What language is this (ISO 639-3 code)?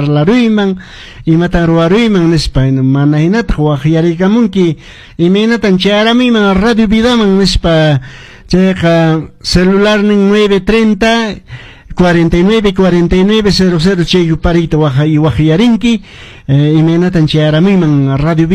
que